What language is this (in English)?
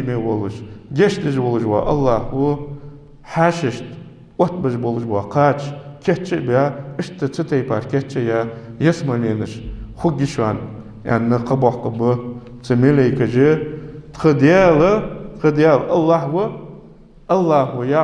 Ingush